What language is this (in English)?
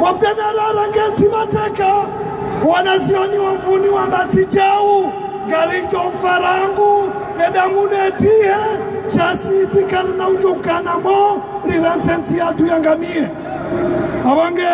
Ngazidja Comorian